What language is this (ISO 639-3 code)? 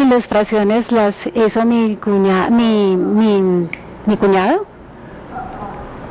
spa